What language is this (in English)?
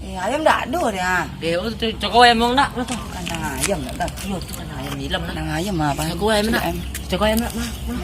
Minangkabau